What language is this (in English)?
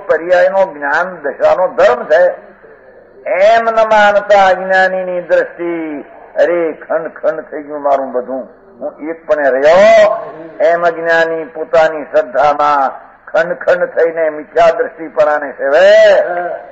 Gujarati